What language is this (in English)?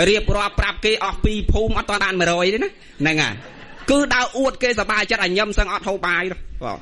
Khmer